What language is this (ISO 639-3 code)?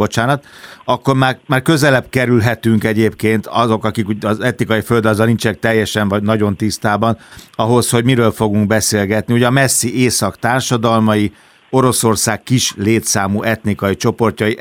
hun